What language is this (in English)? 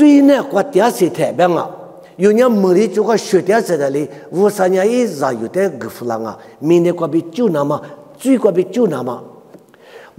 Lisu